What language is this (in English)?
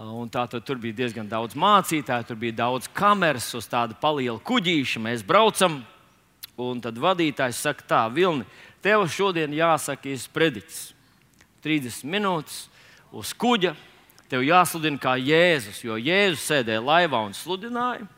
Latvian